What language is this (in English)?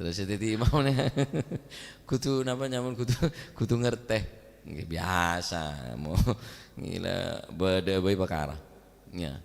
Madurese